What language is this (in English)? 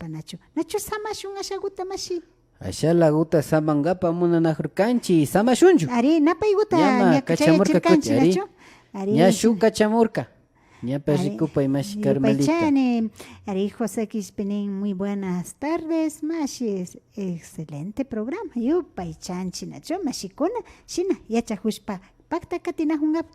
Imbabura Highland Quichua